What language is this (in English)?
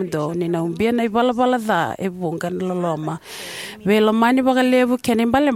Fijian